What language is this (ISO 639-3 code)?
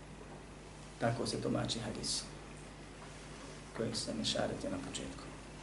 bos